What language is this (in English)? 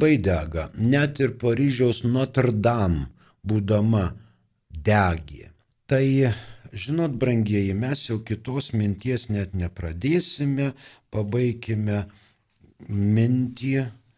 Lithuanian